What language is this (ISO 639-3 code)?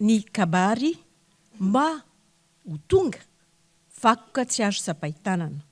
mlg